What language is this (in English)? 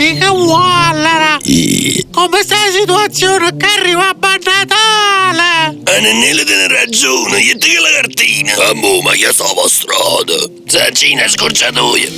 Neapolitan